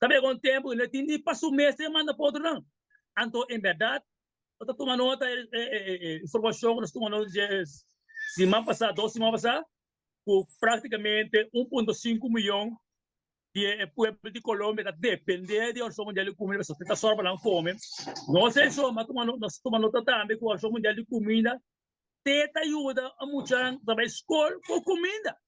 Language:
Papiamento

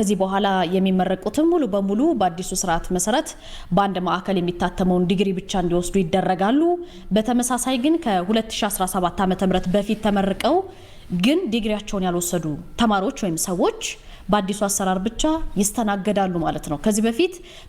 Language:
Amharic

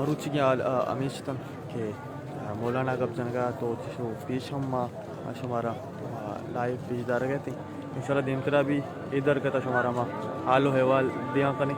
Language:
Baluchi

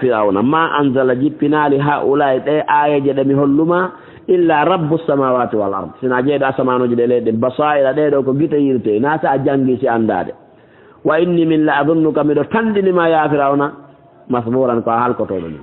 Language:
Fula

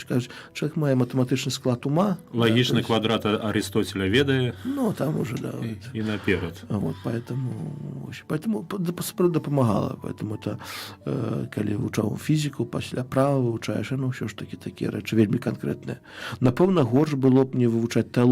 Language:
Belarusian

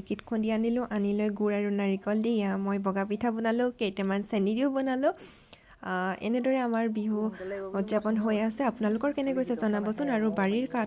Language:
Assamese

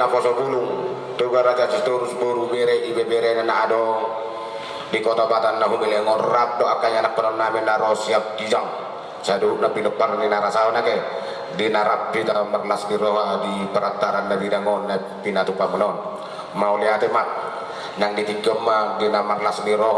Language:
Batak Toba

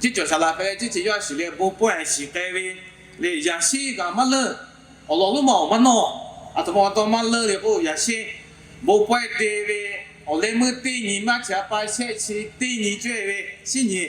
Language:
Lahu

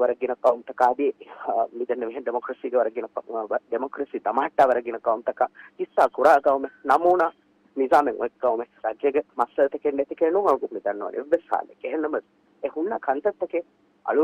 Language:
Divehi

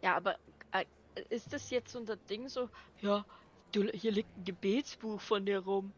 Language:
Bavarian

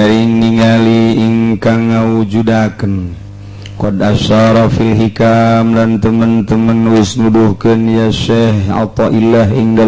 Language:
Sundanese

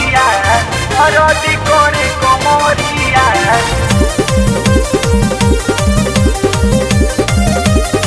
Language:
Bhojpuri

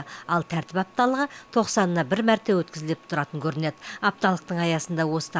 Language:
Kazakh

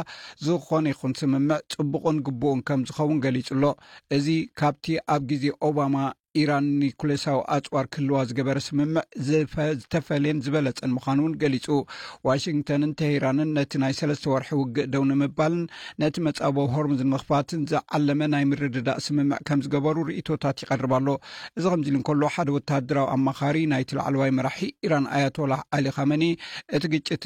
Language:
Tigrinya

